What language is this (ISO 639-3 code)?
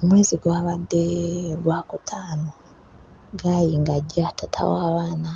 lug